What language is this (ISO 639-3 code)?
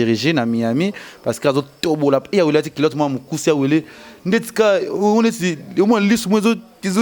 lin